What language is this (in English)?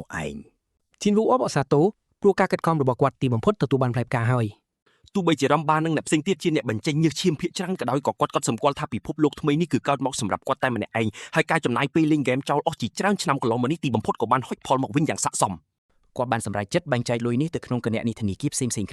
Khmer